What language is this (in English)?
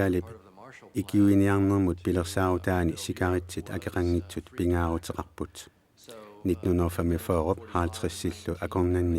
Kalaallisut